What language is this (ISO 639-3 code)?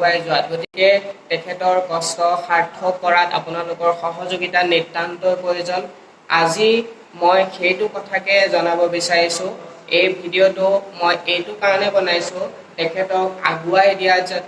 asm